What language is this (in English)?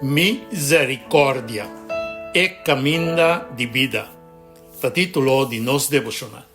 Papiamento